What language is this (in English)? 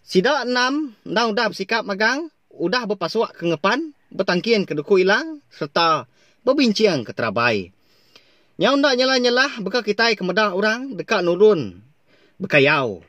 Iban